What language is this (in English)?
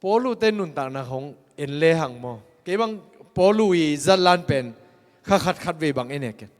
Tedim Chin